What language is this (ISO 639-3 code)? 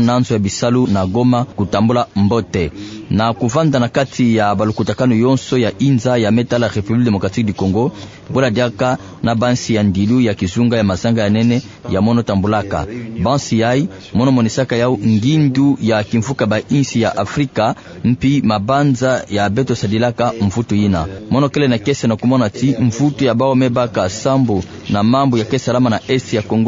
ktu